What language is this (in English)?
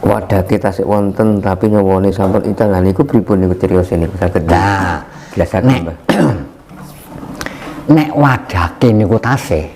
Javanese